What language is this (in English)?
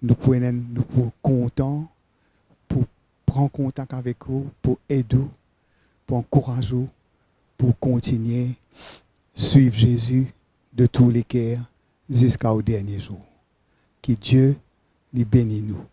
Morisyen